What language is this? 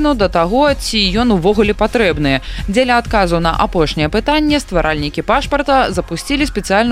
Belarusian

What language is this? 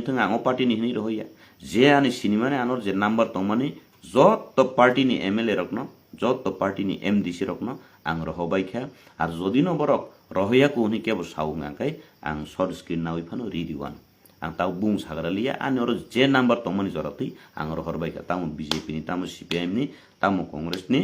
Kok Borok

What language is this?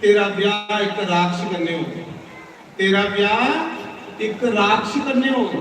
Dogri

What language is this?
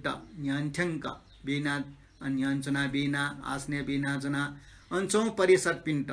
Newari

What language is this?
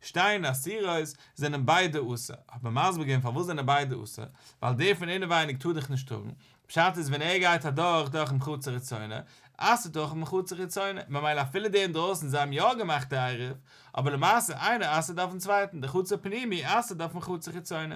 Yiddish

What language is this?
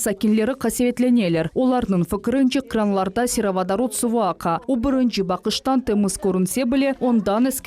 Crimean Tatar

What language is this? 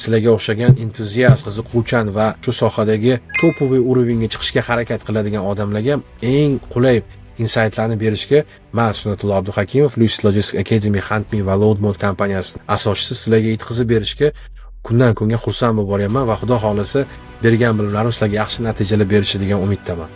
Uzbek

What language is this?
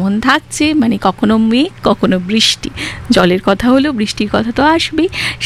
Bangla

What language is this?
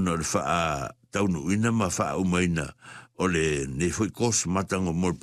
Samoan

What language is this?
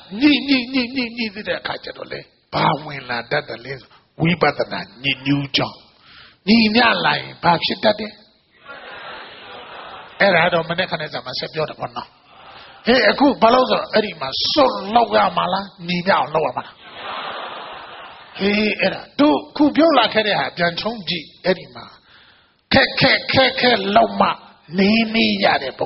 Burmese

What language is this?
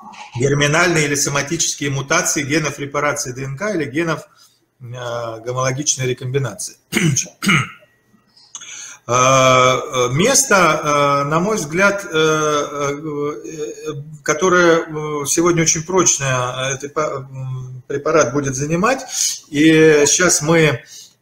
Russian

